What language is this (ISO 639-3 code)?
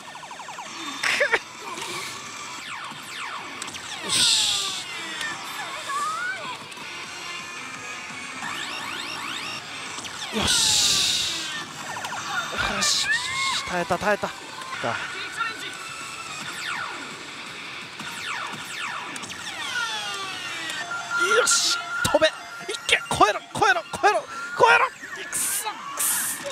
jpn